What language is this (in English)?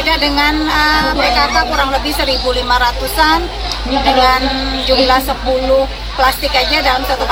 Indonesian